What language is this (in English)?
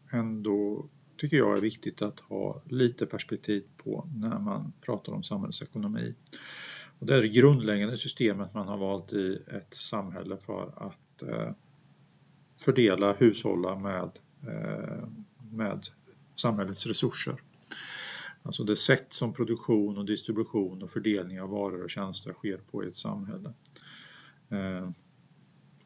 Swedish